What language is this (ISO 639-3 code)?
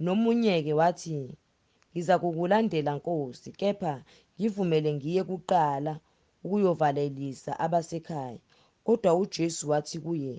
zul